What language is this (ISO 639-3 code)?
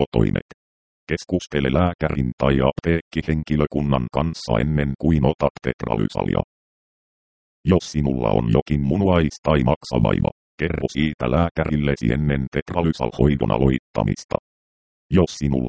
fin